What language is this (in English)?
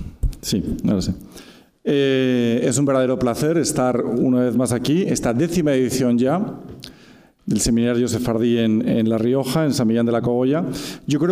Spanish